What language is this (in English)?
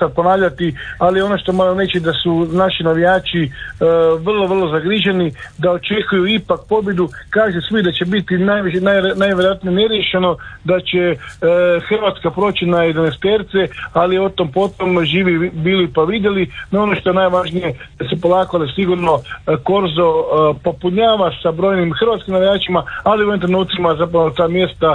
Croatian